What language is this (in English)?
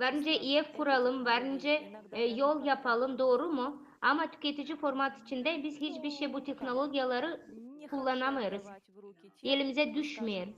Gagauz